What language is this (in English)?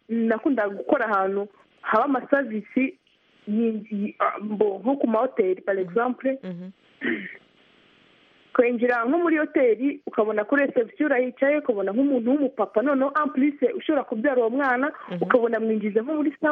Kinyarwanda